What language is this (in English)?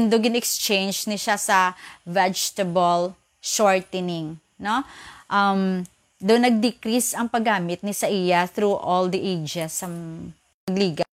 Hiligaynon